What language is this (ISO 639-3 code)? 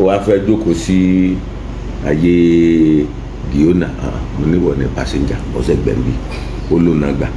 yor